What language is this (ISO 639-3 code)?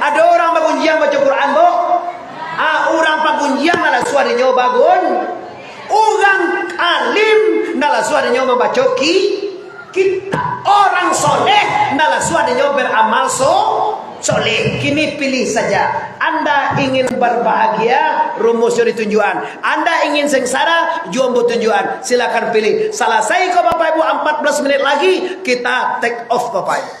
min